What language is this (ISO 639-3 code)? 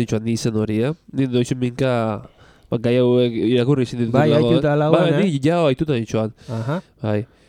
eus